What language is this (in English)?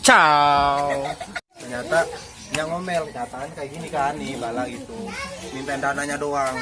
Betawi